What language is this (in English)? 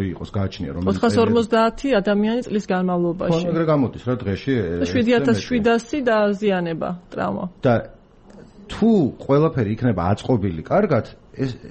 Georgian